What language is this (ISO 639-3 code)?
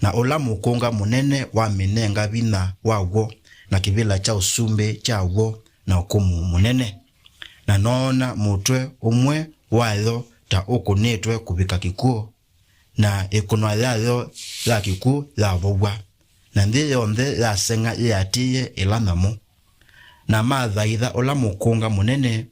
kam